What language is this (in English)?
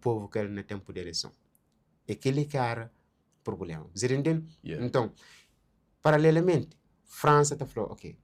Kabuverdianu